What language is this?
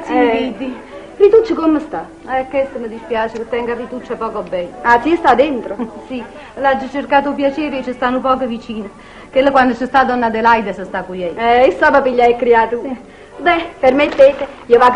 Neapolitan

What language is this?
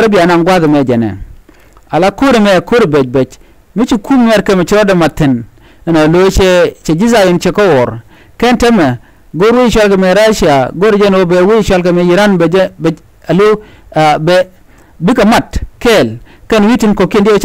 Nuer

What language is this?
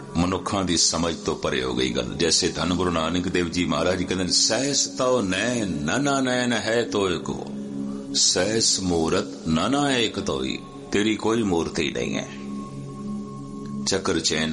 Punjabi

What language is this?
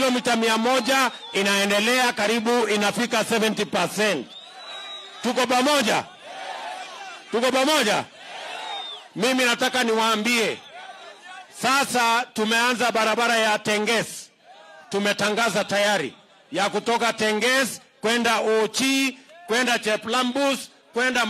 Swahili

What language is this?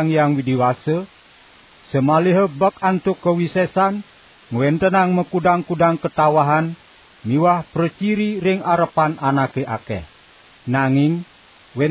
Balinese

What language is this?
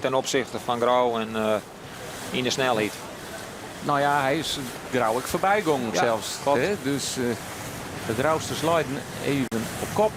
Western Frisian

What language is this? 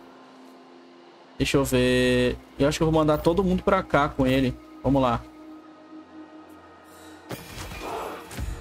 Portuguese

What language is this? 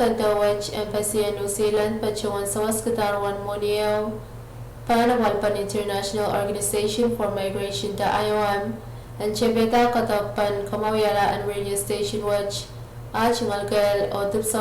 Pohnpeian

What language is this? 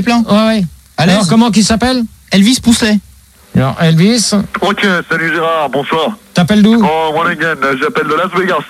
French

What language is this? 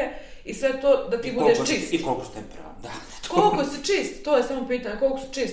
Bosnian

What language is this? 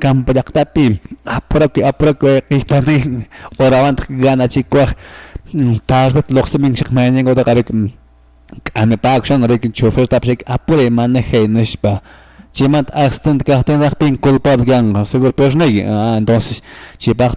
Quechua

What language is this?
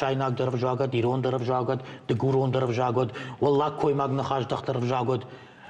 Ossetic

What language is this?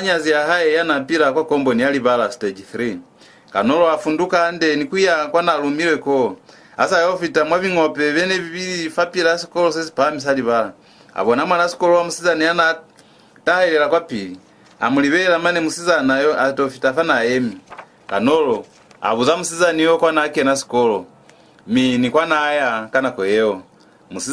Lozi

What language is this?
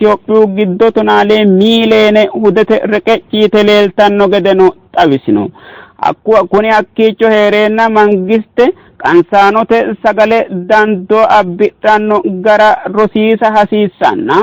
Sidamo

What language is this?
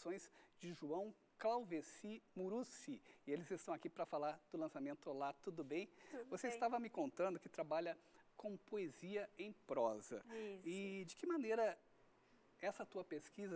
Portuguese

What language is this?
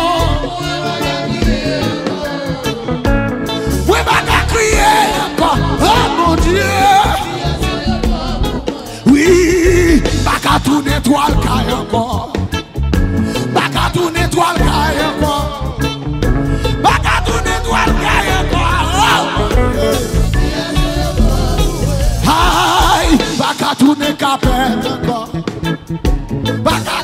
French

